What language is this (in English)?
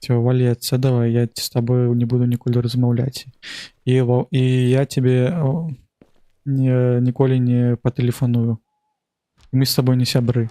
Belarusian